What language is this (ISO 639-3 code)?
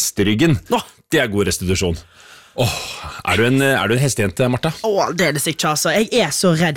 nor